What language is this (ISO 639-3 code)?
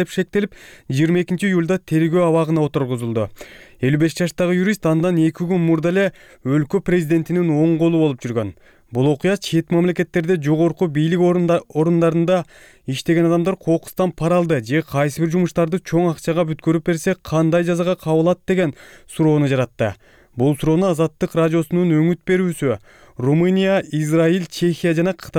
kir